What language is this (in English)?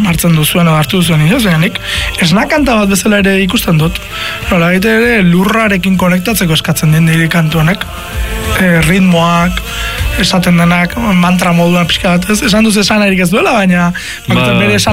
Basque